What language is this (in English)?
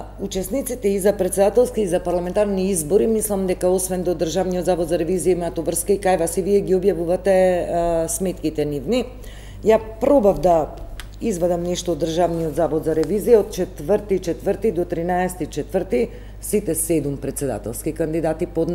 Macedonian